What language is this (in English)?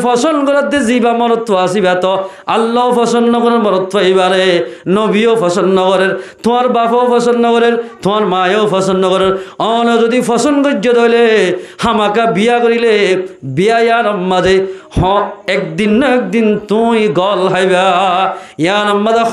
Rohingya